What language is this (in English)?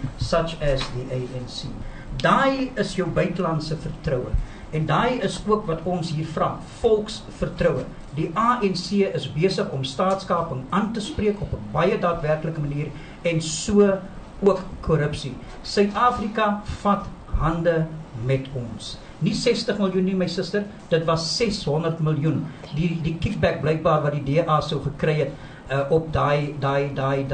Afrikaans